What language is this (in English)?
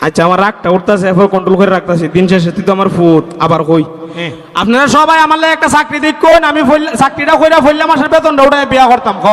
Sylheti